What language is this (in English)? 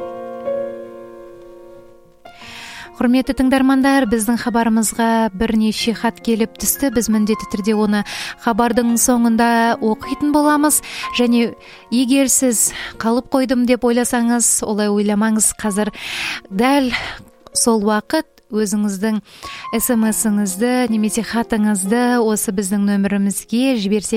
Kazakh